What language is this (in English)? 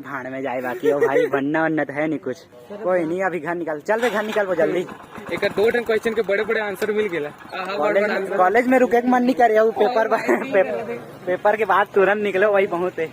Chhattisgarhi